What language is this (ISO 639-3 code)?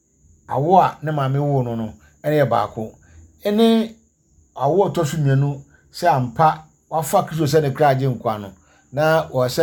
aka